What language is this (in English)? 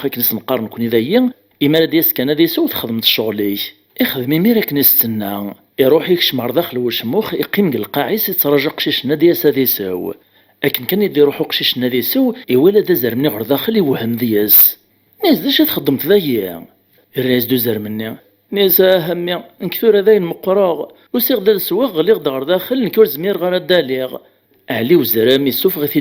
Kabyle